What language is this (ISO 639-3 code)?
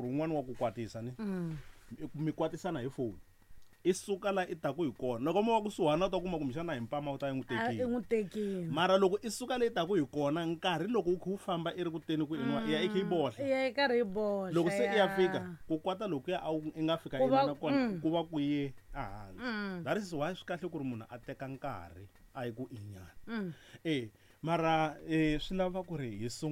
tso